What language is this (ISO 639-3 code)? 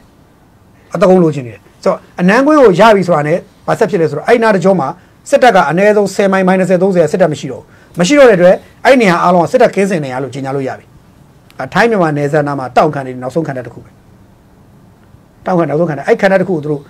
mya